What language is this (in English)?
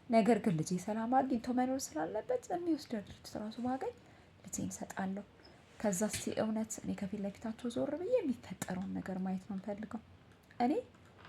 Amharic